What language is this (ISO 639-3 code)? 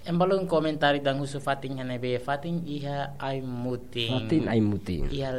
tet